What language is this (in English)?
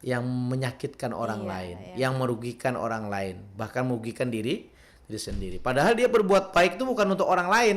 Banjar